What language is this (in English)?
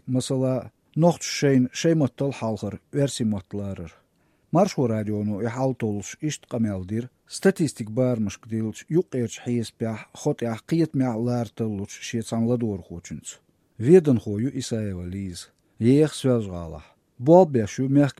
Chechen